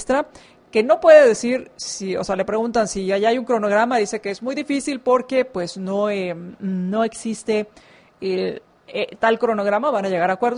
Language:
Spanish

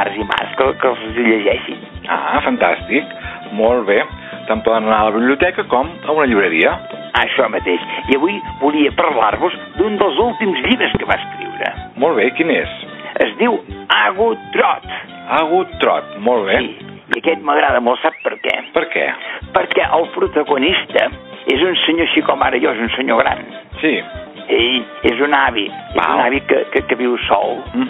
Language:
Catalan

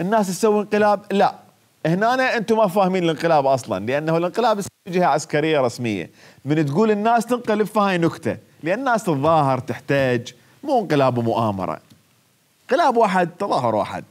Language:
Mesopotamian Arabic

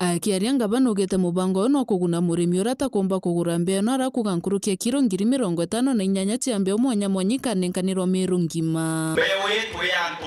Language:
Meru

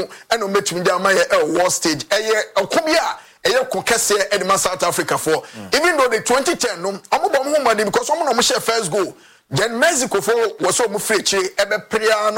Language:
English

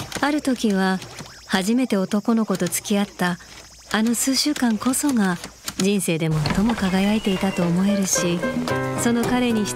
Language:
Japanese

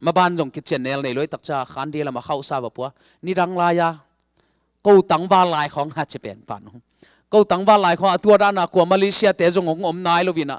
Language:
Tedim Chin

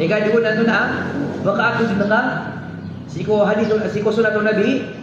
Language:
Maranao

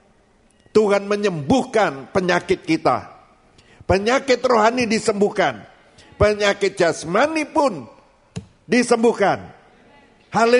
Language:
Indonesian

